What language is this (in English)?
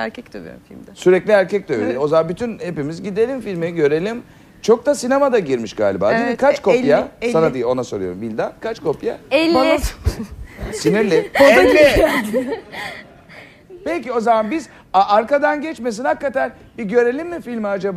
Turkish